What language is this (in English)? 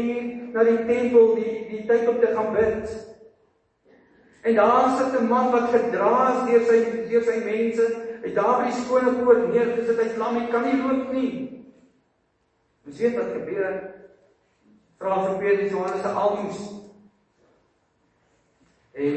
Afrikaans